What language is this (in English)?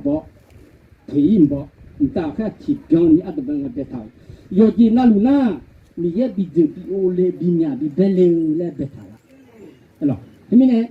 Akha